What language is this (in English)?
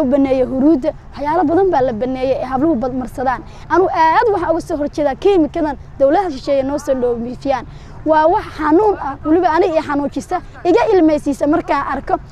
Somali